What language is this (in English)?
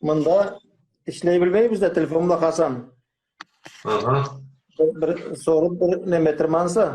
Karachay-Balkar